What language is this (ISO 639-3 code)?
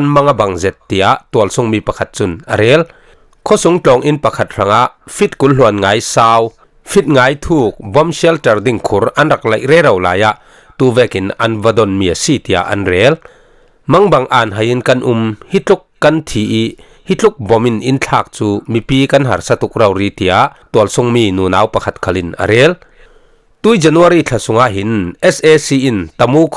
cfm